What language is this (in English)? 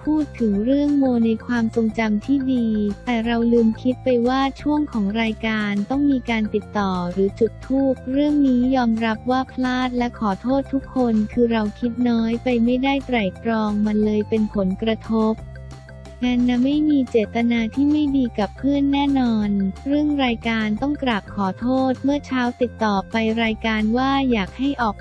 Thai